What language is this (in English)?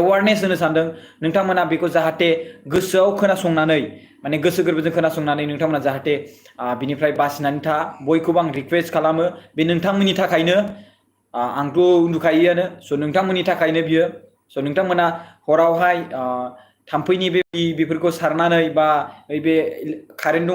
Bodo